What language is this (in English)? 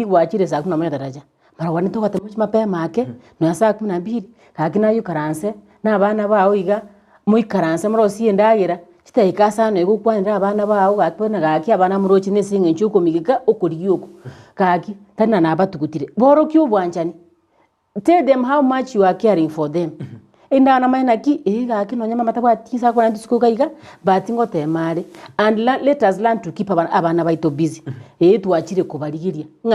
Gusii